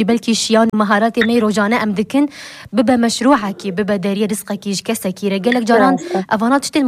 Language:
Kurdish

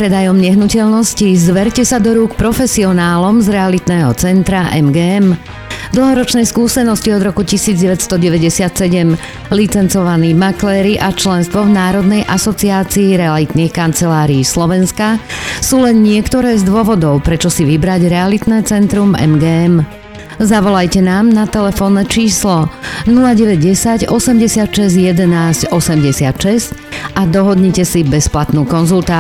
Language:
Slovak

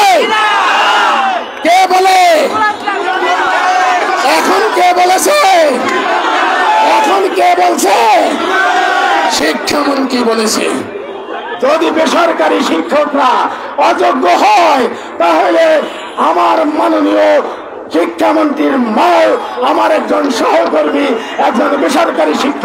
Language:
Bangla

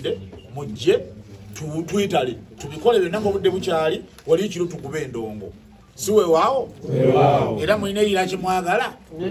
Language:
Ganda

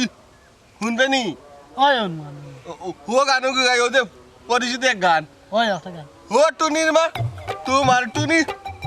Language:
Sylheti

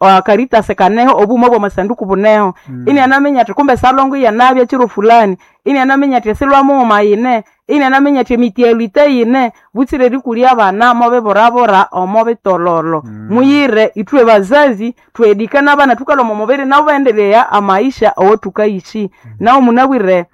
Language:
Nande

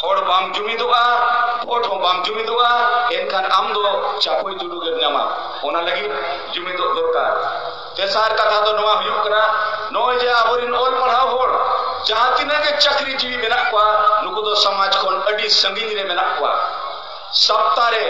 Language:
Santali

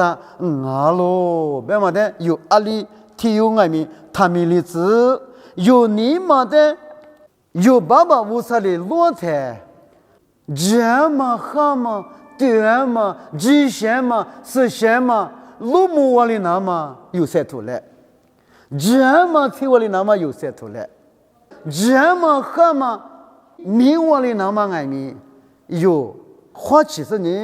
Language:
Lisu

